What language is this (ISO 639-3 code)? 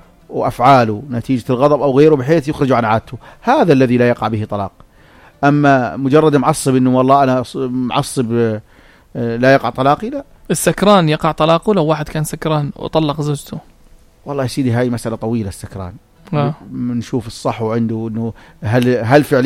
apc